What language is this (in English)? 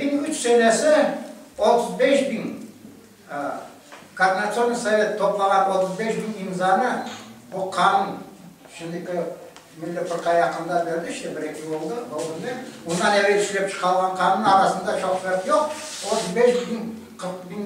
Crimean Tatar